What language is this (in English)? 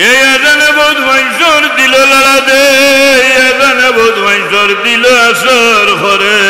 Sylheti